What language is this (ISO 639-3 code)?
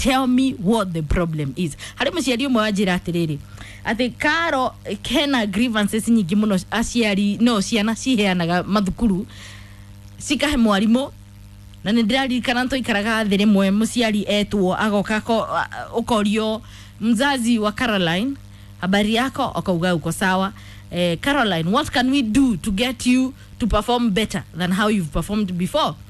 kik